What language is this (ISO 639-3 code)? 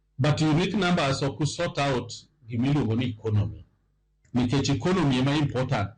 luo